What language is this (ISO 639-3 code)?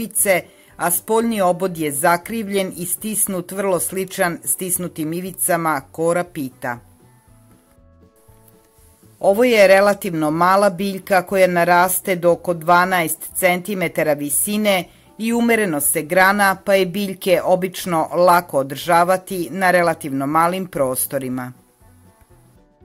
srp